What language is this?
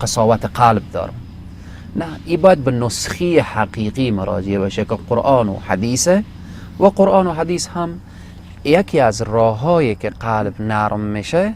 Persian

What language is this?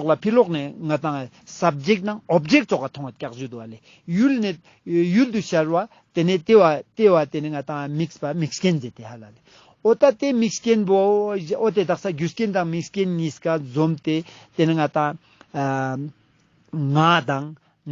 Ladakhi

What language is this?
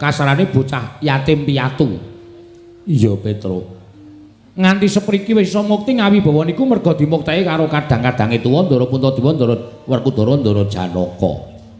Javanese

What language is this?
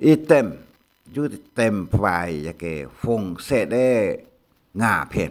Hakka Chinese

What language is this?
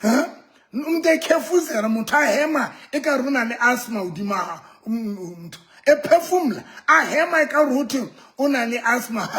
Southern Sotho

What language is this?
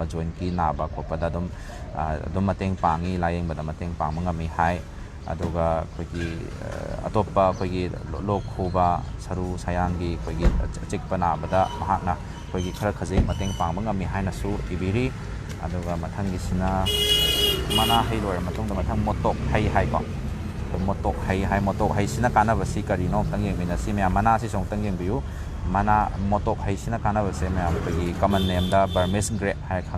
Manipuri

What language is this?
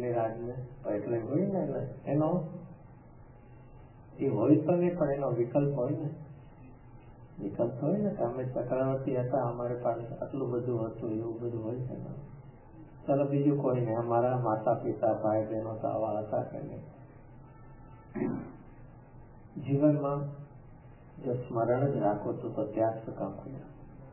Gujarati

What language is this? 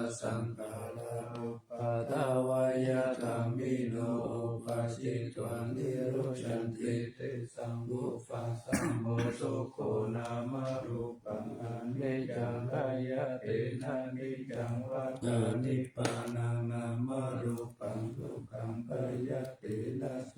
Pali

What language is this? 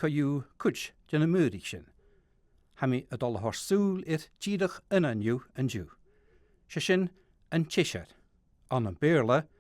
Scottish Gaelic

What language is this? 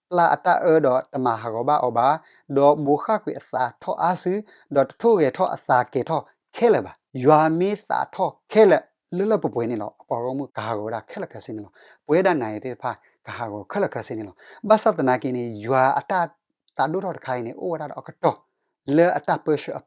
S'gaw Karen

